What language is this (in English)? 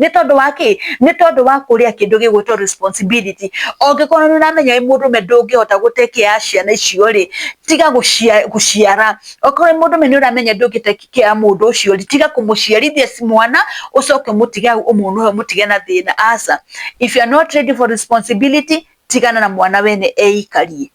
Kikuyu